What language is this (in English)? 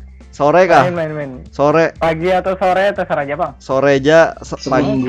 Banjar